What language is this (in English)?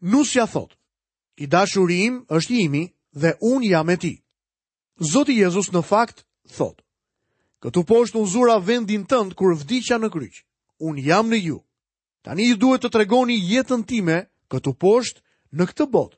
Albanian